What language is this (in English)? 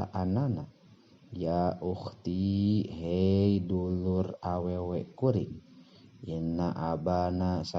Sundanese